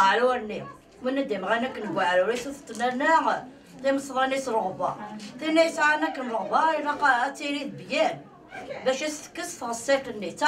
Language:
Kabyle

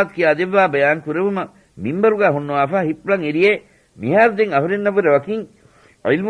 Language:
Divehi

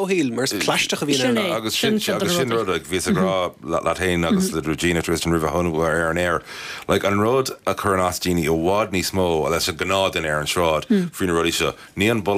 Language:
Irish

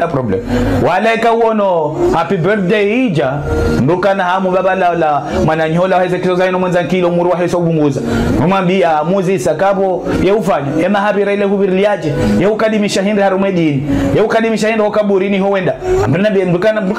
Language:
Ngazidja Comorian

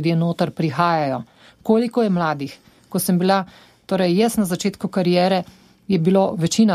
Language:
Slovenian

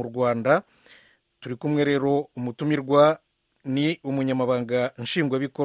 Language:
Kinyarwanda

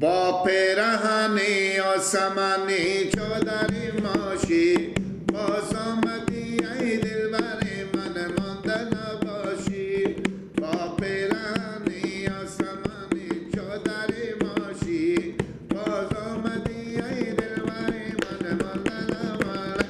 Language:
Persian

